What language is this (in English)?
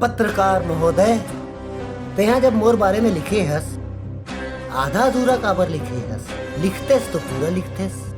Chhattisgarhi